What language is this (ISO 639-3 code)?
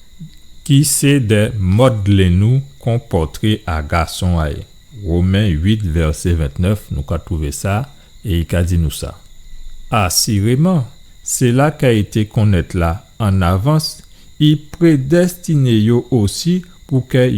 gcf